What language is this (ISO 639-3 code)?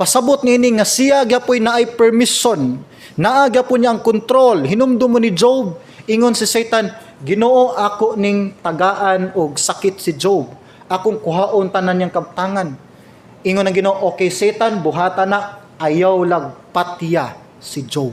ceb